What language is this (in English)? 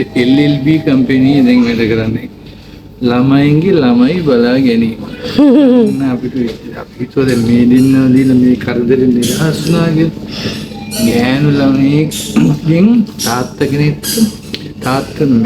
Sinhala